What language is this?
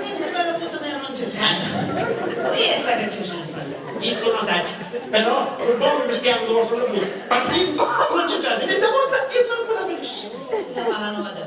Sicilian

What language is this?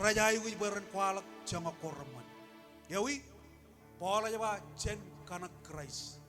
Marshallese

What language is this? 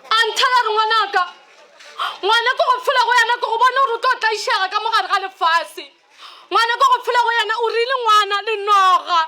Northern Sotho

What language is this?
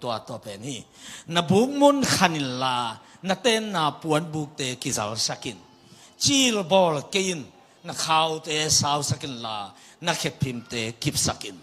Tedim Chin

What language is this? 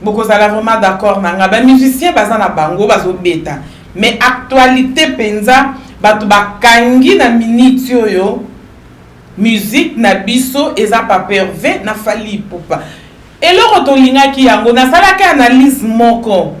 Lingala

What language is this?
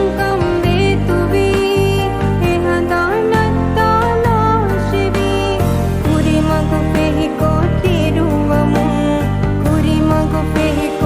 Divehi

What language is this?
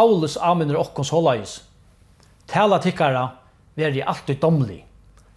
Faroese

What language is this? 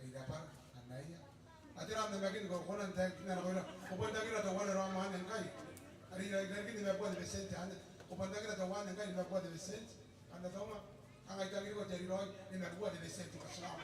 Gilbertese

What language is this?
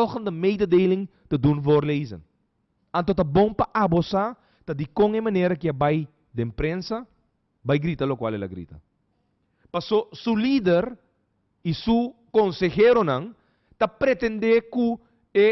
Papiamento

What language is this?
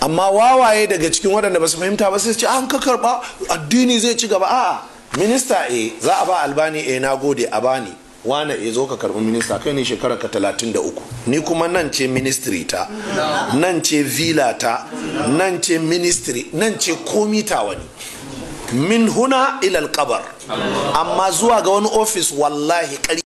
Hausa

